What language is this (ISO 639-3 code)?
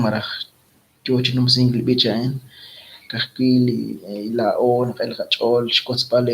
kek